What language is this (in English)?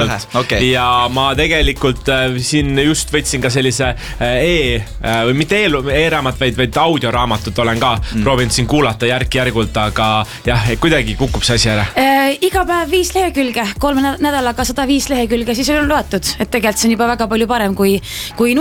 Estonian